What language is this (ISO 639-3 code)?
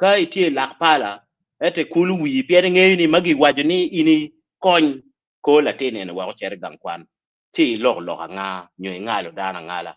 ach